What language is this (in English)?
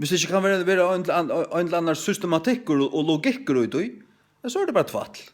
Faroese